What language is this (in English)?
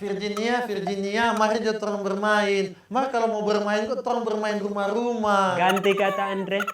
Manado Malay